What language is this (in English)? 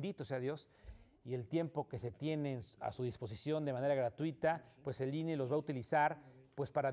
Spanish